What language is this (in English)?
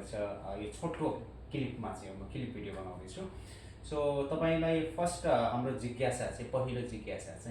Nepali